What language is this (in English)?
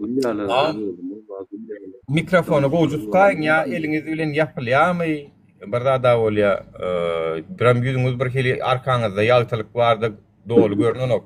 Turkmen